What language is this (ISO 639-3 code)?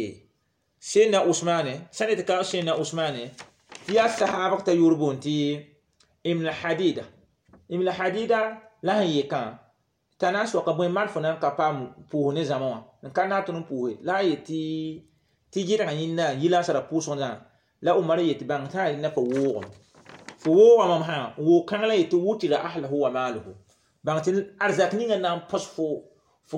mos